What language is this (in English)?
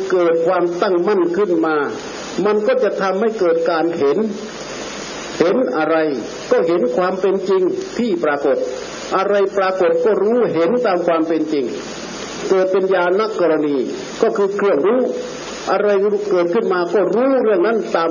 Thai